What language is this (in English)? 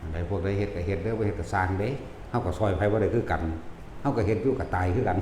Northeastern Thai